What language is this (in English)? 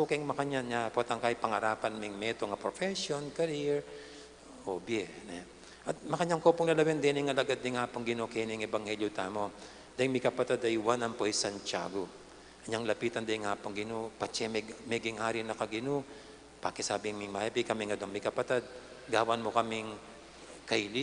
Pampanga